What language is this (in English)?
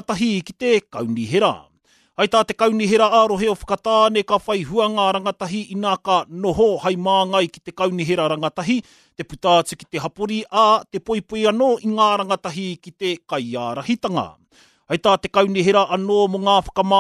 Māori